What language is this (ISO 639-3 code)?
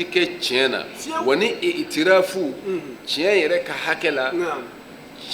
bam